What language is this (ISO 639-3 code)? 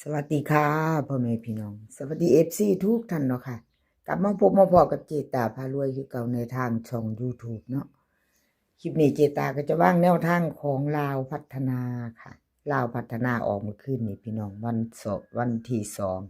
tts